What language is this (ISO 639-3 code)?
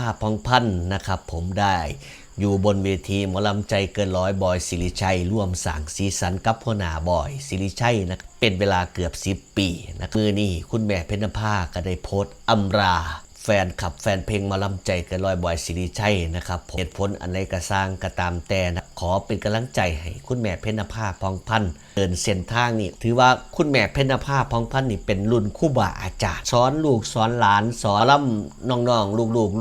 tts